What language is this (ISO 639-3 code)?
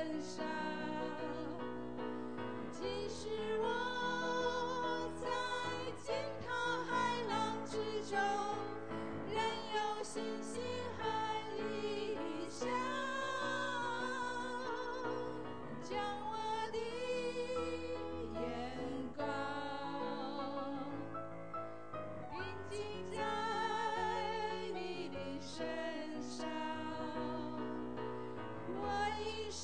zho